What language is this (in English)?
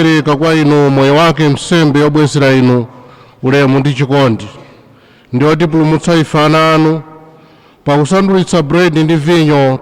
Nyanja